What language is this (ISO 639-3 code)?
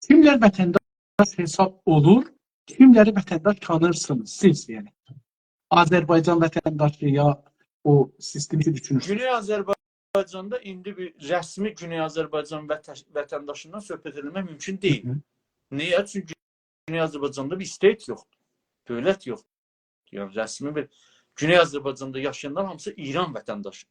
azb